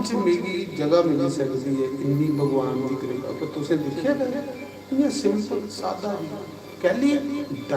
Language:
Dogri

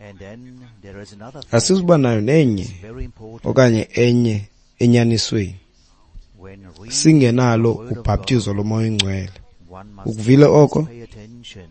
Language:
Xhosa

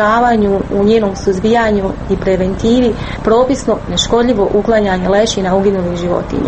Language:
Croatian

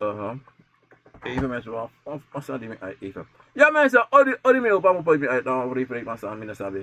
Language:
Sranan Tongo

